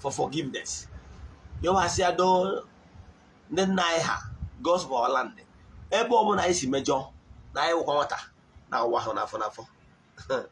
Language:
Igbo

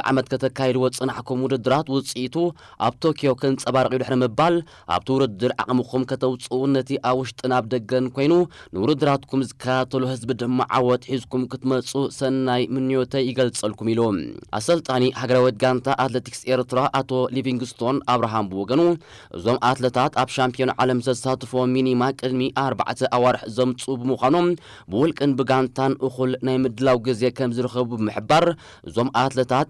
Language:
Tigrinya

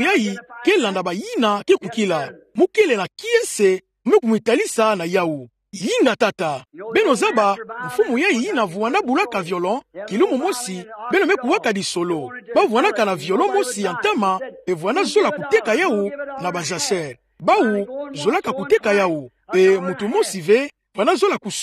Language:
Kituba (Democratic Republic of Congo)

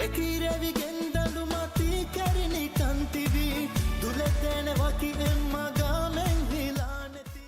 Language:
Divehi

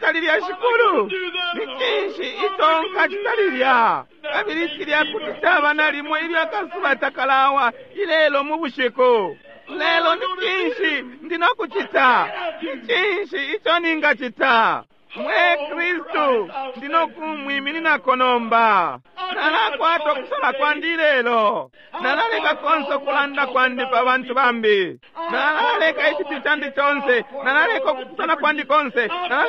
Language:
Bemba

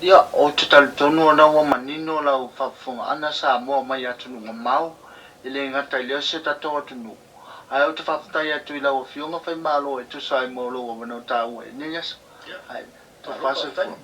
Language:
Samoan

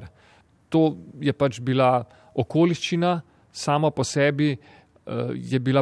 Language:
Slovenian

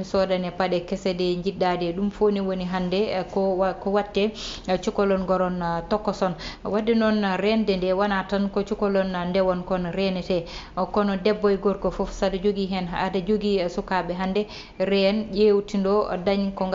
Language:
Fula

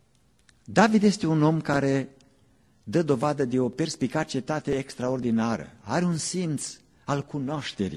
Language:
Romanian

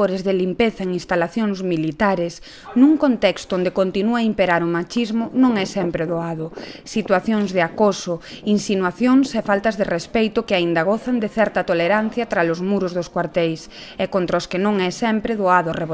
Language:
Galician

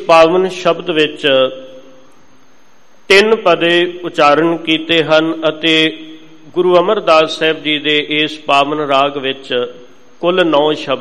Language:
Punjabi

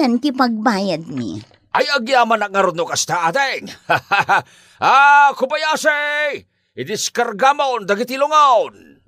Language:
Iloko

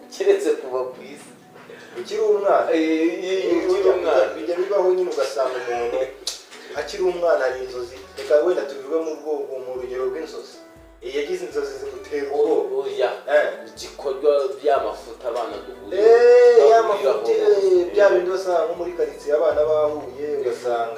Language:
Kinyarwanda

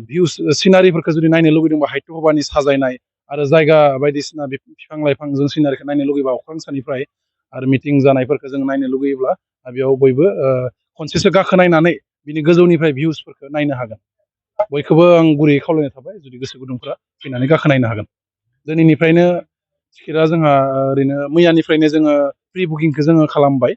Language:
Bodo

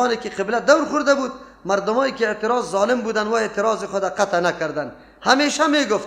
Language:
Persian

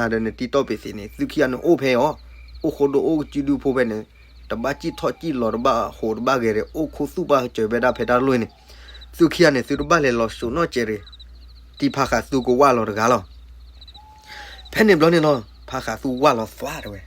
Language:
S'gaw Karen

